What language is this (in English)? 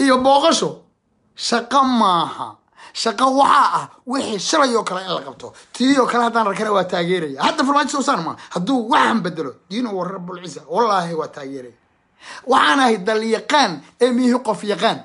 Somali